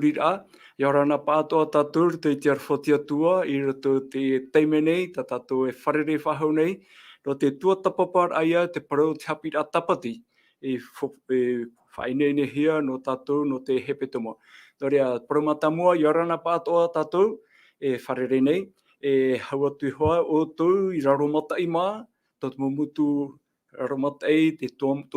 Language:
Tahitian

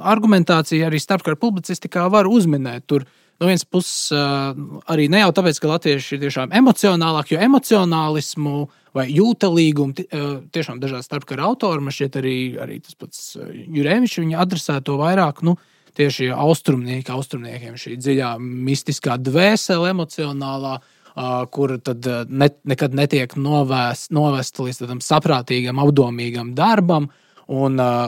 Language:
Latvian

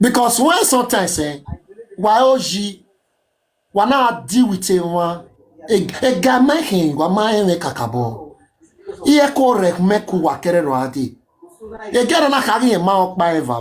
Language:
Nigerian Pidgin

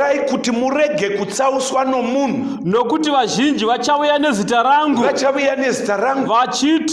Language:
Shona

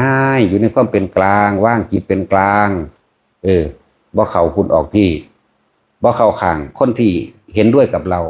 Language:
Northeastern Thai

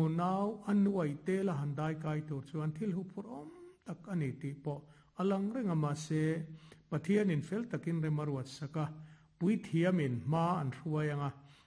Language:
Mizo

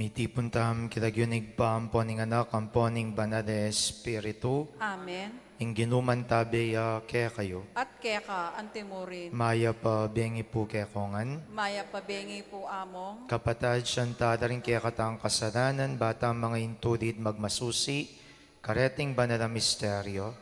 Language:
Pampanga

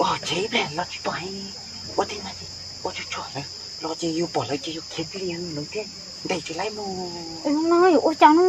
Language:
Hmong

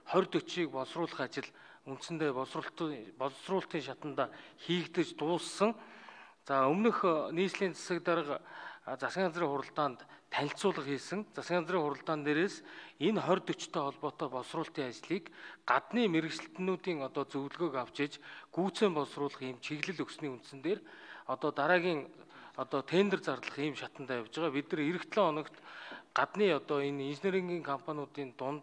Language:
Mongolian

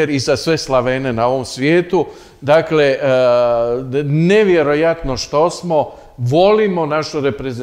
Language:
Croatian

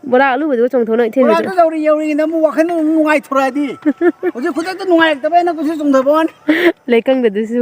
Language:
Manipuri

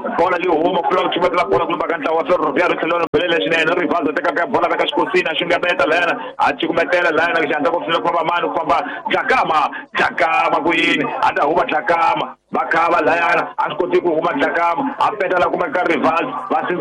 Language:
Tsonga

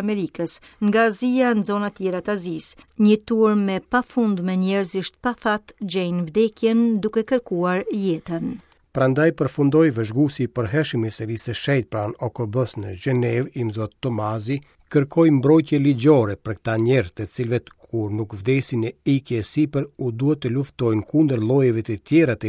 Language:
Albanian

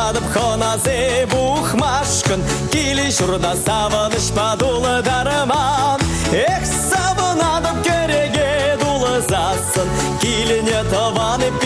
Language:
Chuvash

